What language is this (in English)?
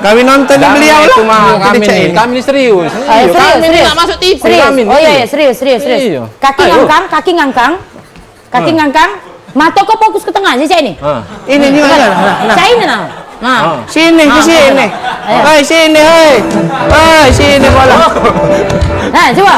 Musi